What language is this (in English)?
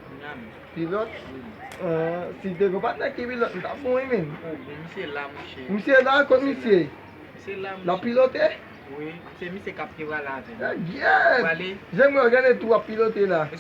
Haitian Creole